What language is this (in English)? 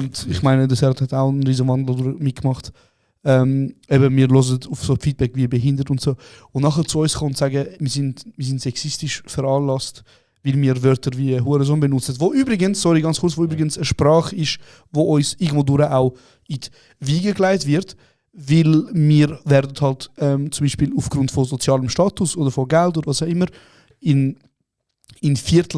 Swiss German